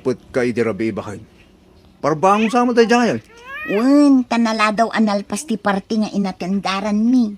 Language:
Iloko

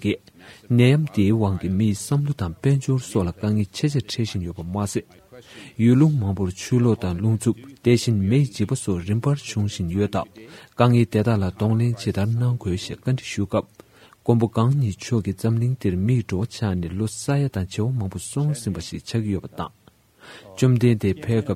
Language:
Tibetan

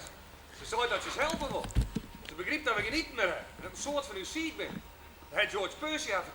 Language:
Western Frisian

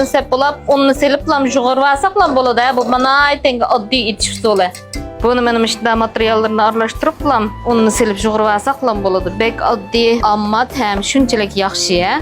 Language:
Uyghur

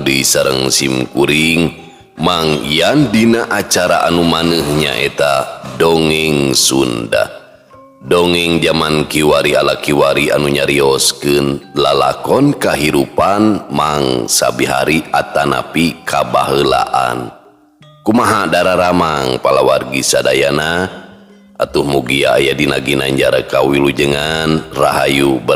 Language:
Sundanese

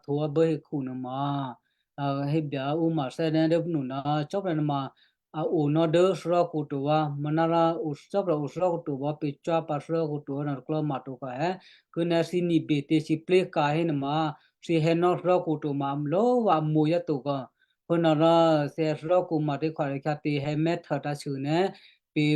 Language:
Western Kayah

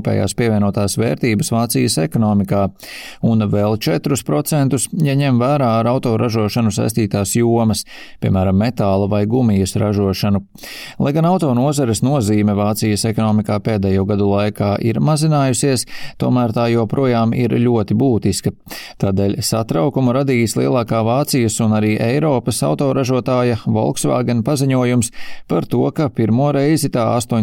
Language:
Latvian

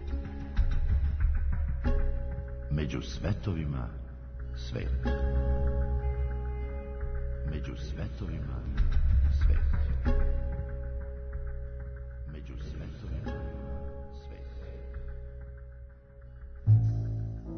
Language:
Serbian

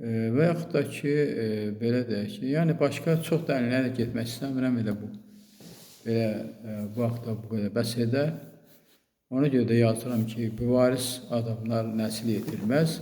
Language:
Azerbaijani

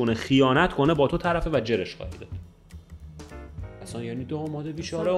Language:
Persian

